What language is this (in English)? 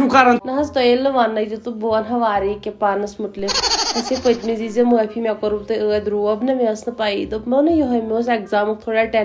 Kashmiri